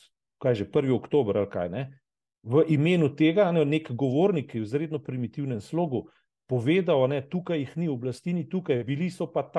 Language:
Slovenian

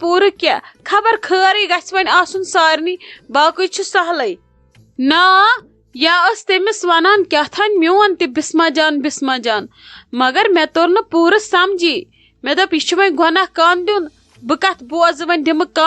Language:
Kashmiri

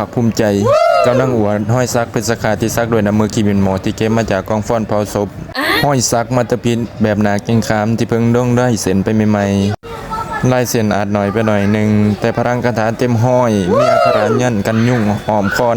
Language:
Lao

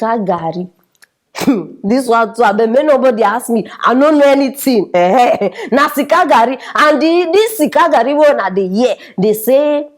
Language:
Nigerian Pidgin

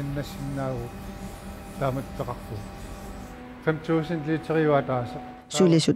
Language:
Kalaallisut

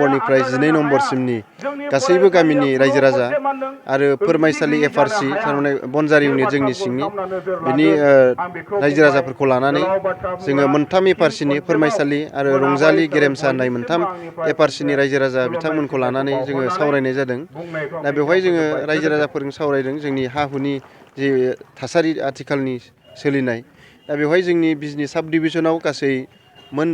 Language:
Bodo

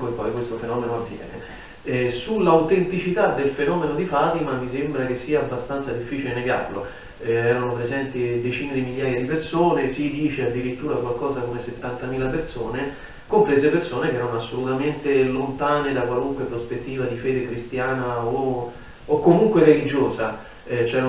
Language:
Italian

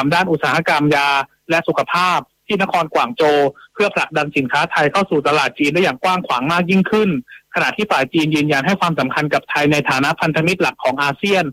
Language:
Thai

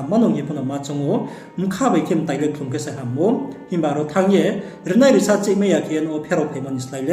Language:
Riang (India)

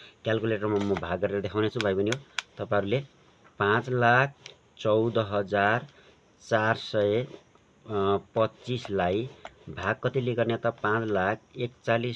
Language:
Nepali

